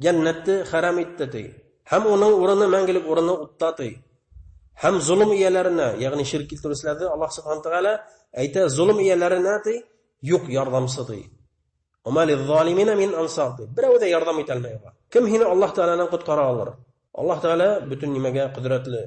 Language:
Bashkir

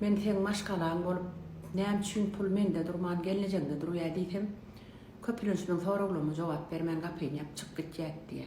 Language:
Turkmen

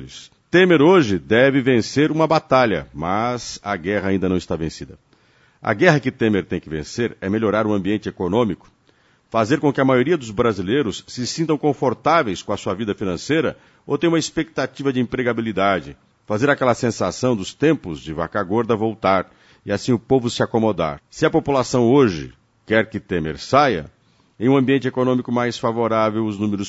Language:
Portuguese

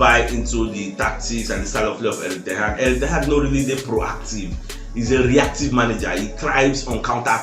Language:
Nigerian Pidgin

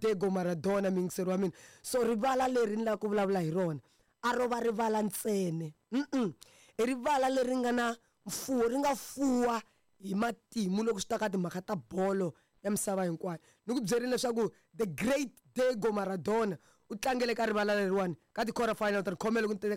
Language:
Tsonga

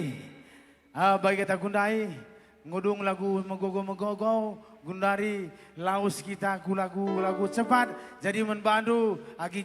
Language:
Batak Karo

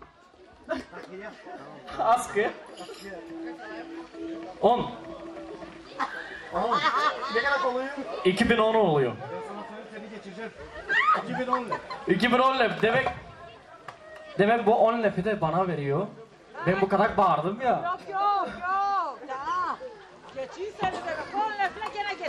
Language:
Turkish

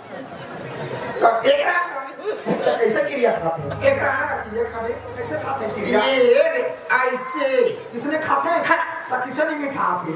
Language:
Chhattisgarhi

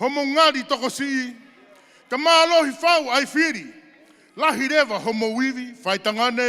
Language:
Tongan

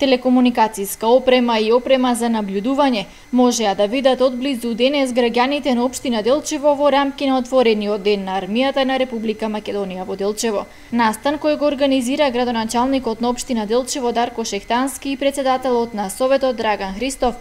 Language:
Macedonian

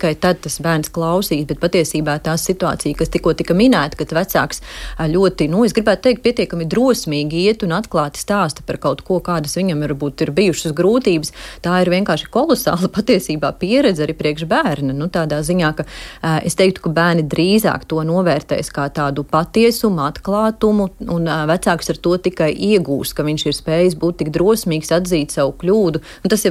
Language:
Latvian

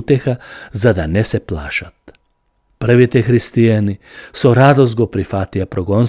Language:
Macedonian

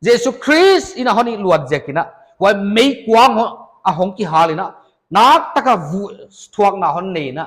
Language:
Paite Chin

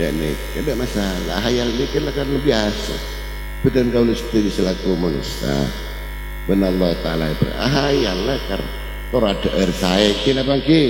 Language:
Madurese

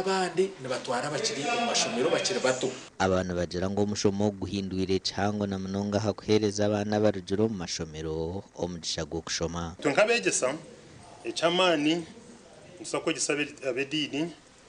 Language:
Nyankole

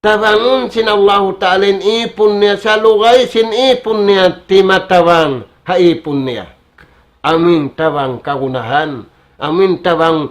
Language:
Tausug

